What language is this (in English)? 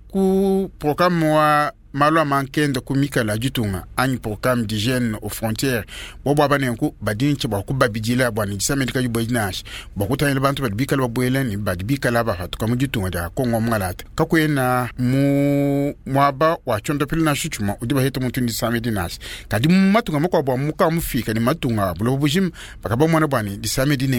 Luba-Lulua